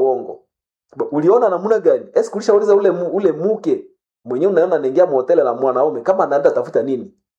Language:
Swahili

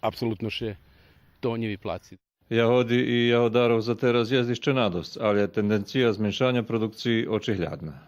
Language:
Rusyn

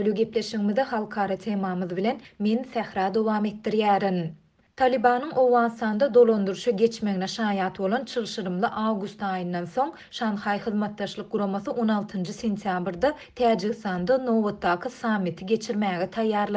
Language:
Turkmen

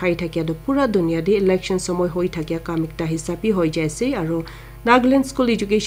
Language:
Naga Pidgin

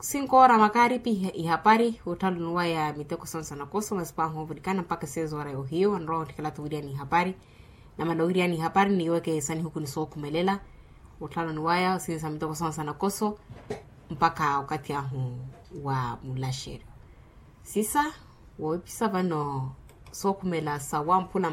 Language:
Makhuwa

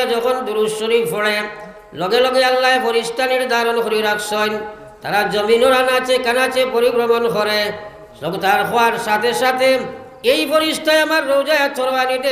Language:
Sylheti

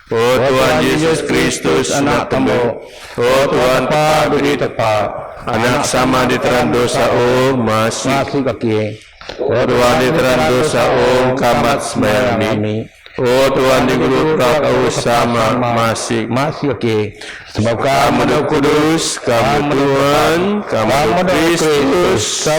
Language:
Biatah Bidayuh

